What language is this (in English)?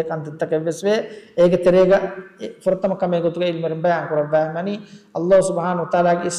Divehi